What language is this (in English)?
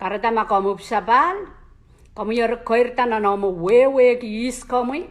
Pohnpeian